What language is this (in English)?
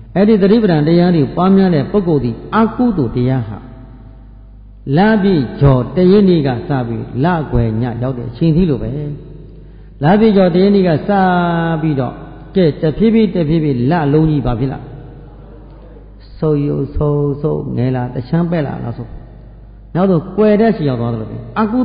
Burmese